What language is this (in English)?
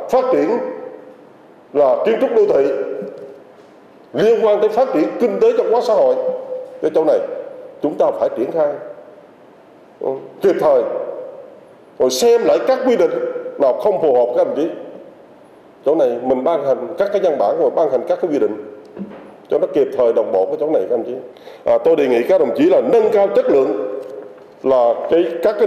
Vietnamese